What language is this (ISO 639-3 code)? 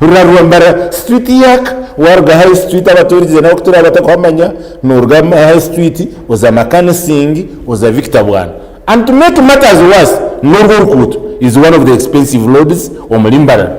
nyn